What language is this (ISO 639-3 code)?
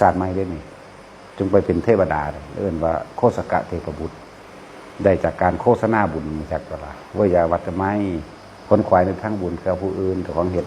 tts